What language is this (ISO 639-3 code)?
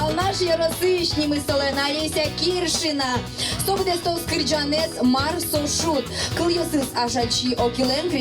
udm